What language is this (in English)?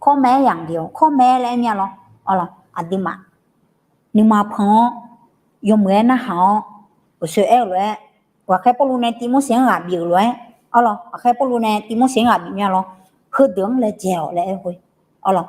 Akha